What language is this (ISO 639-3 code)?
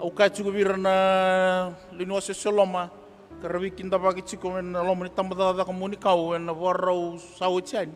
fij